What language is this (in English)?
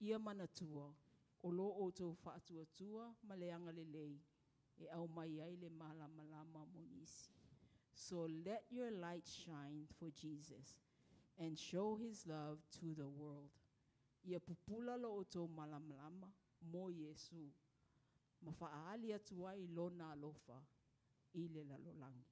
Samoan